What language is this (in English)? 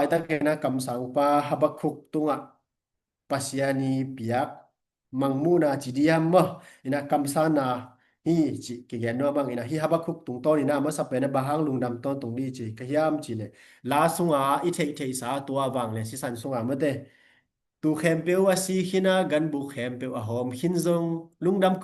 Tedim Chin